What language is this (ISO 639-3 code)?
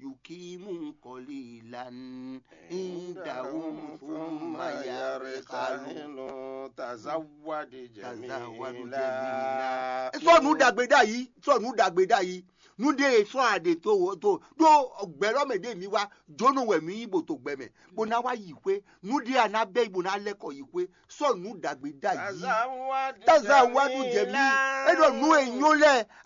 fon